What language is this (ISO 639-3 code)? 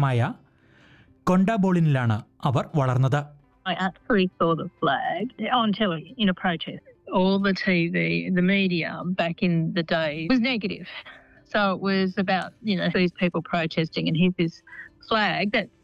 mal